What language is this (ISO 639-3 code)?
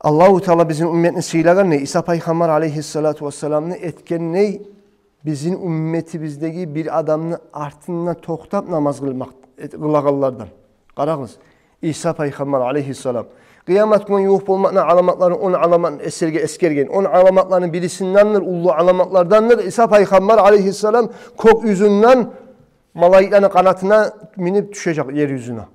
kum